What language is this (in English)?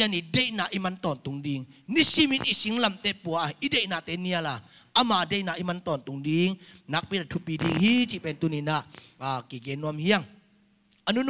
Tedim Chin